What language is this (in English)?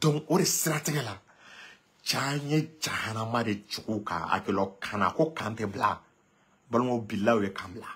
Bambara